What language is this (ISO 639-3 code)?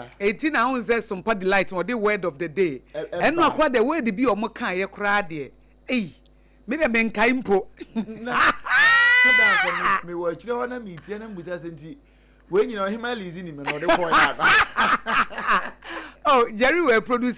aka